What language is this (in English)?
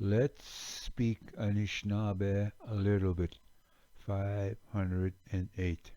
Ojibwa